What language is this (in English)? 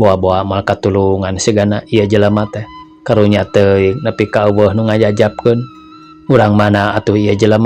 Sundanese